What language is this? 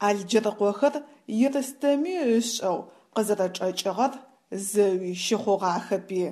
Adyghe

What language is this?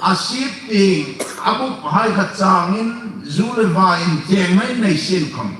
Hmar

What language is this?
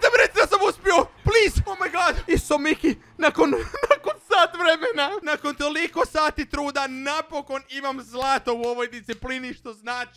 Croatian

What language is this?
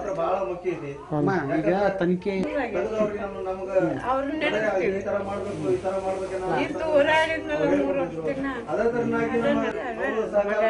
Kannada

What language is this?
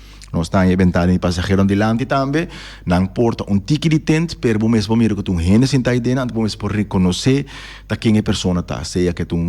Papiamento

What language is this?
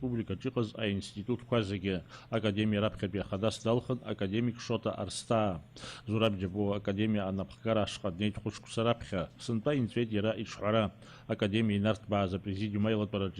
Abkhazian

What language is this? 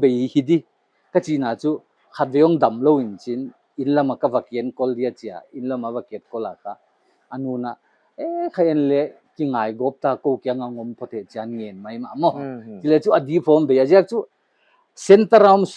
Paite Chin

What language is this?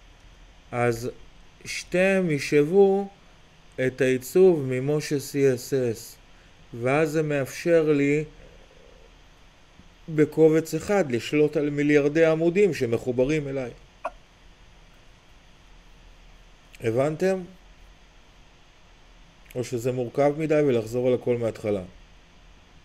Hebrew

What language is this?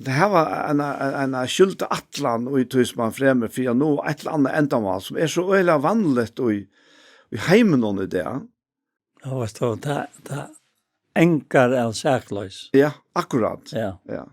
Faroese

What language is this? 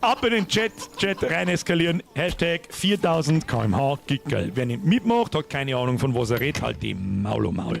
Bavarian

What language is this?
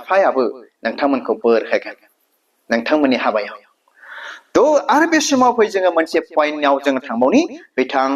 Bodo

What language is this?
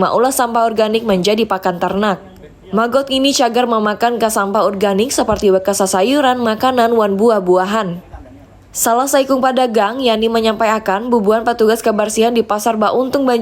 Banjar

